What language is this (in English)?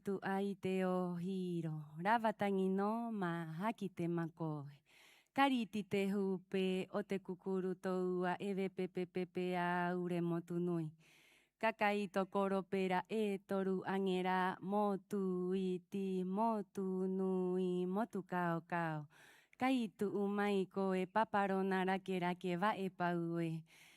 Rapanui